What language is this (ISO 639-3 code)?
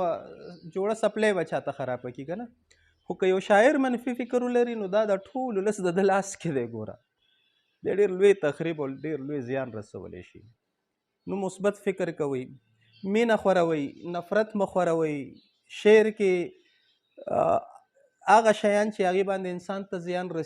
pus